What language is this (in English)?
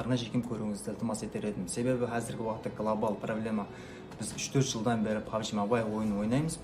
Kara-Kalpak